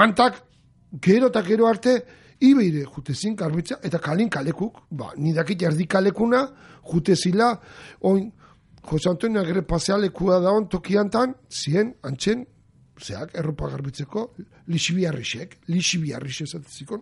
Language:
Basque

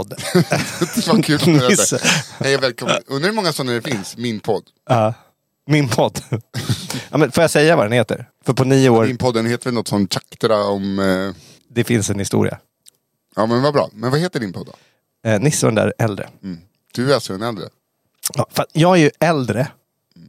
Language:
Swedish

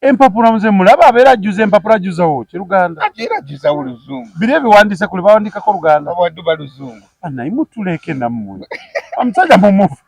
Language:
Ganda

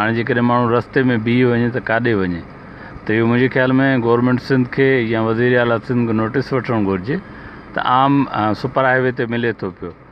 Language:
Sindhi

